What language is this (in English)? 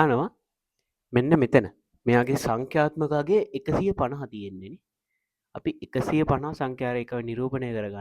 Sinhala